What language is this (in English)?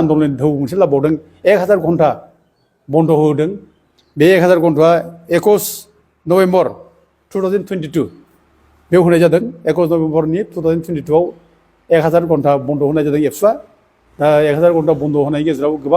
Bodo